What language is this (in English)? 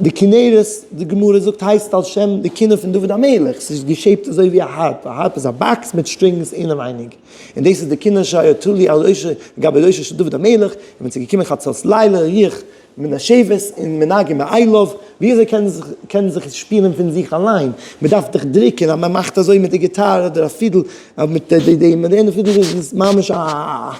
Yiddish